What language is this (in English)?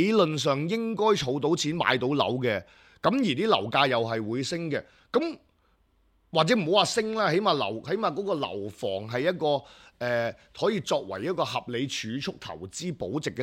Cantonese